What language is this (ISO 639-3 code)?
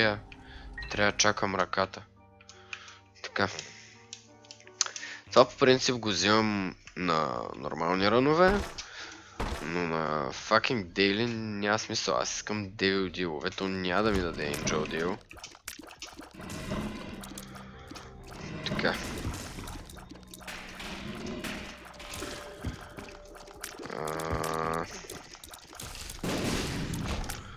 bul